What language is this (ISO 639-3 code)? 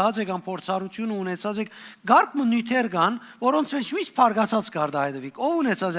hyw